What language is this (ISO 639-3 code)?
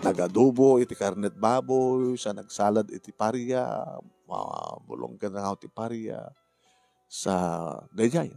ilo